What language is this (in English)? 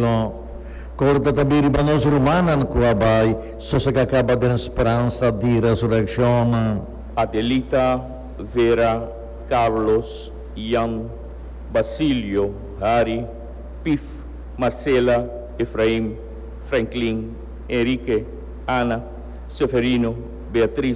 Papiamento